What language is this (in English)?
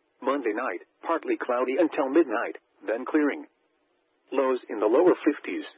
English